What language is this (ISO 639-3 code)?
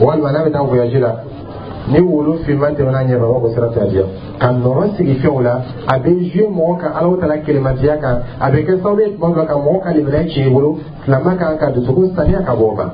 dyu